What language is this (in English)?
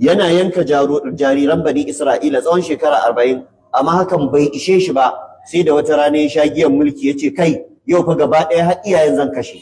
Hausa